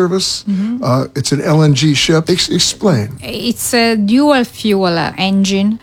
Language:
English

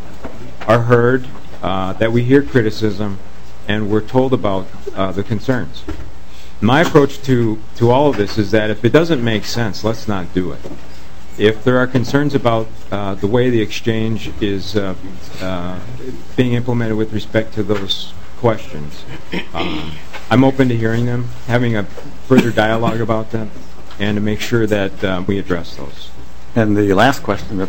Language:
English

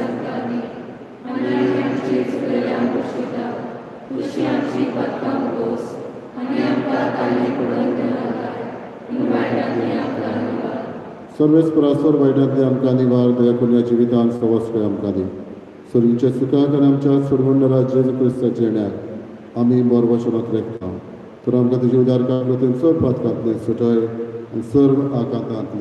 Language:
Konkani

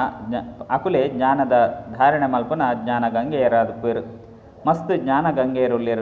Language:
Tulu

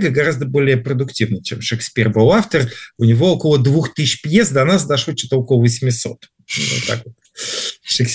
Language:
Russian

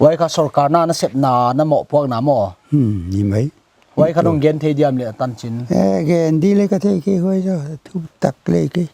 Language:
Paite Chin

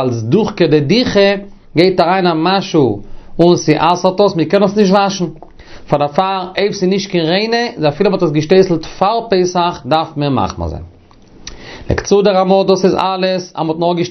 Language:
Yiddish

